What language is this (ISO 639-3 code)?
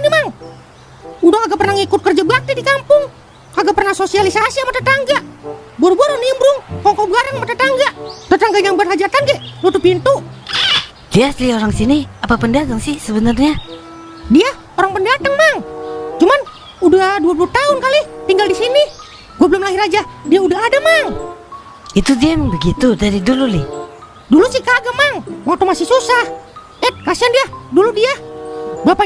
bew